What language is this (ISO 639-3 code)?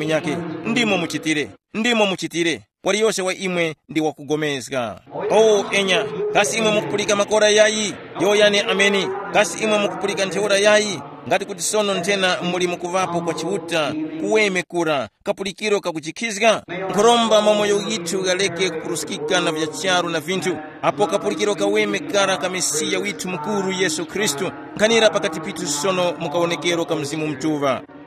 tum